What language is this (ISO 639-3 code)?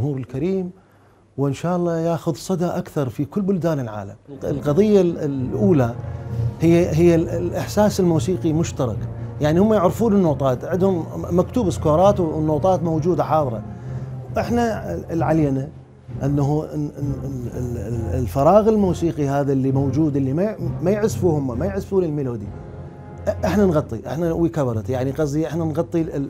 acm